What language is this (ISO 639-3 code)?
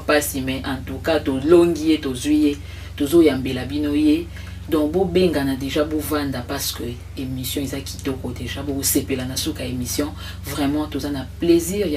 lin